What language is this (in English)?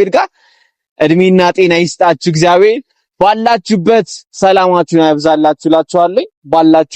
Amharic